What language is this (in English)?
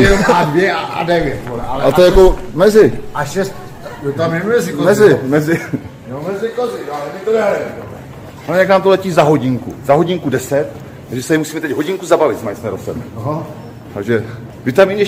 Czech